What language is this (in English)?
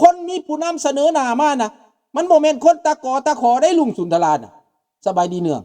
Lao